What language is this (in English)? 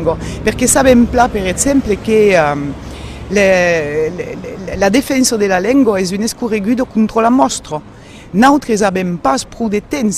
Occitan